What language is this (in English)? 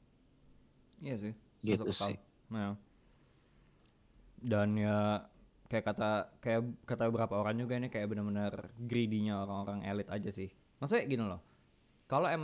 Indonesian